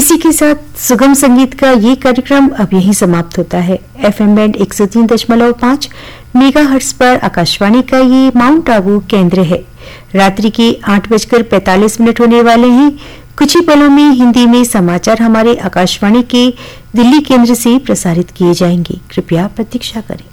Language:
Hindi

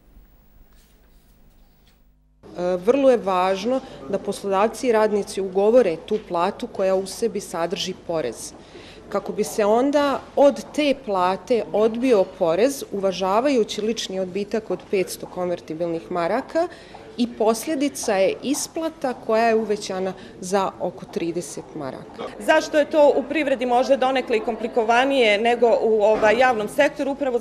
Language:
Bosnian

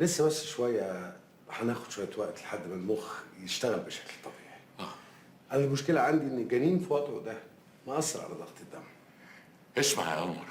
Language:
Egyptian Arabic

